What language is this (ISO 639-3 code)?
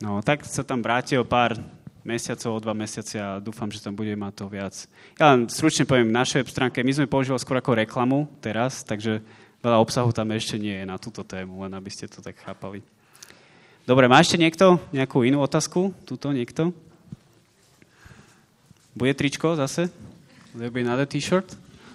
slk